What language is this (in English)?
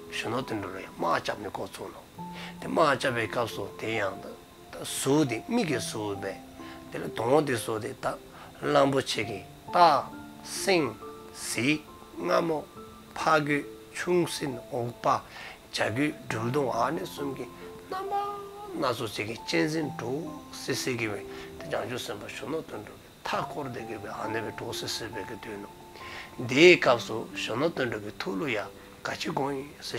Dzongkha